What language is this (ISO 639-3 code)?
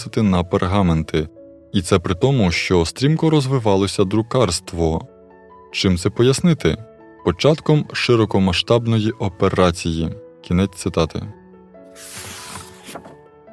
ukr